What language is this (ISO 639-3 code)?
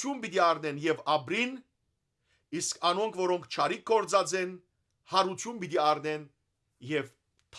hyw